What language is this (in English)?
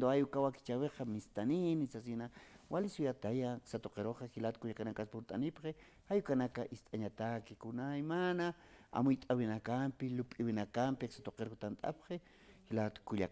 Aymara